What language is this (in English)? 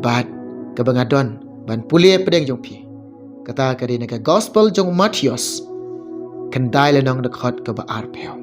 Khasi